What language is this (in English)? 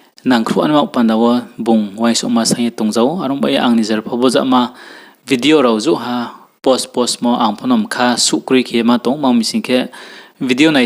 Riang (India)